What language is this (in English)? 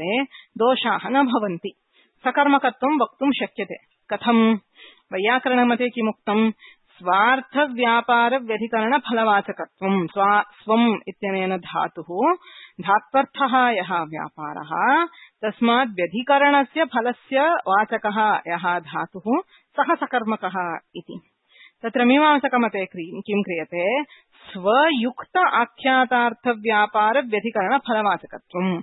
Sanskrit